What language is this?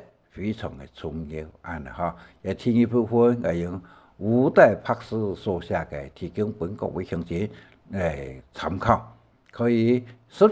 Hakka Chinese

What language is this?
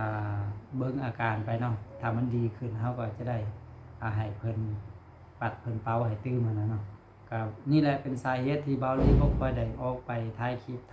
Lao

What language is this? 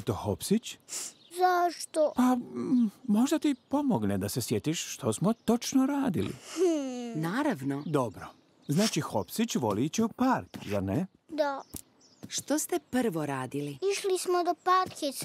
Croatian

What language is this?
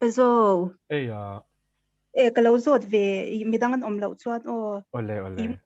Mizo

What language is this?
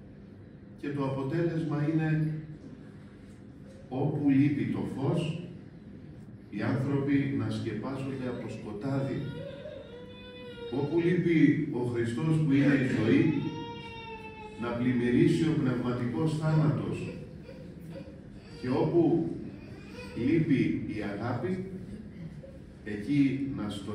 Greek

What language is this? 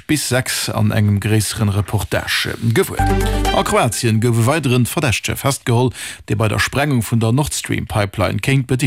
Luxembourgish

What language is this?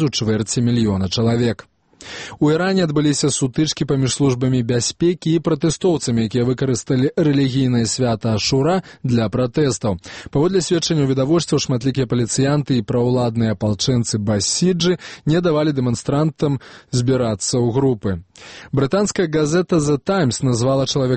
Belarusian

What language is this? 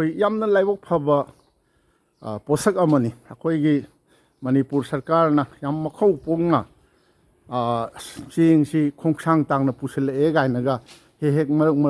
Manipuri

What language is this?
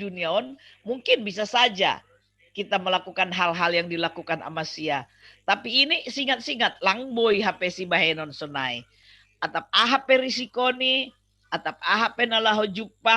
Batak Simalungun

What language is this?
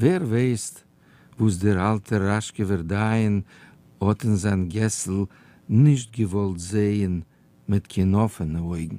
Yiddish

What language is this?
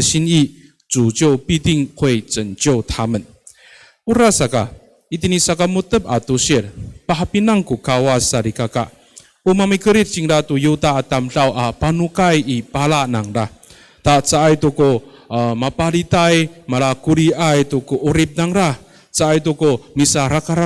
Amis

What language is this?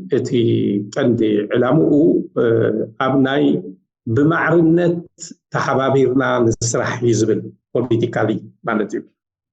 Tigrinya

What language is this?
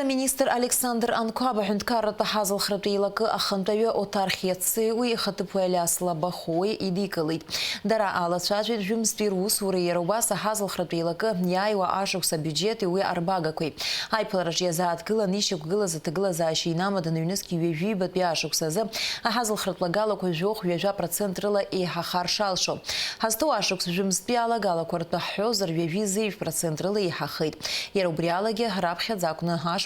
Abkhazian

